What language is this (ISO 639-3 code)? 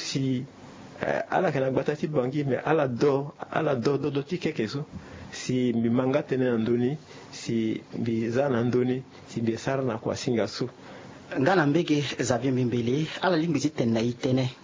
sag